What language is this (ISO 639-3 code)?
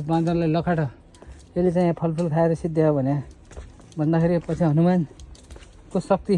nep